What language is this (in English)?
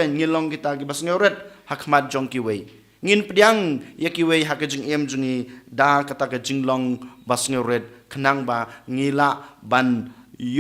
Khasi